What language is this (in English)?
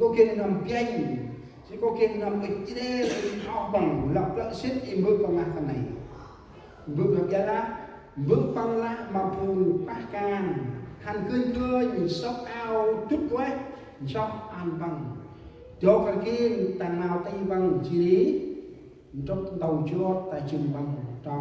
Central Mnong